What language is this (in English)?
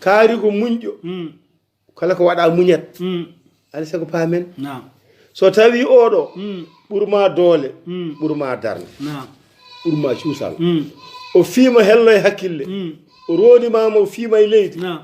Fula